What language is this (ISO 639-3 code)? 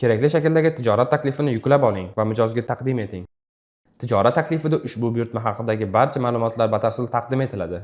uzb